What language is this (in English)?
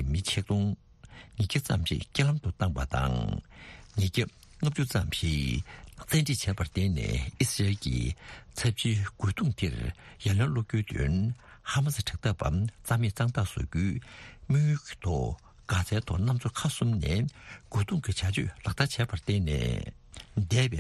Tibetan